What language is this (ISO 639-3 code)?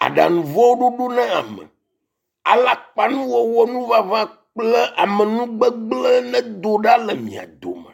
ewe